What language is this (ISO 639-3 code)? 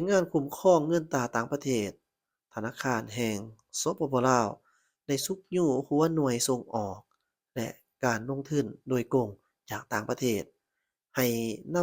lao